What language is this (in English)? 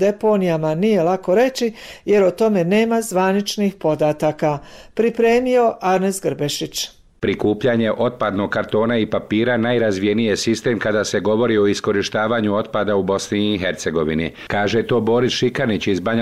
Bosnian